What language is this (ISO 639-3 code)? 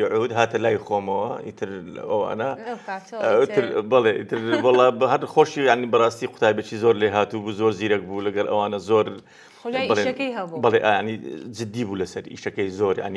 ckb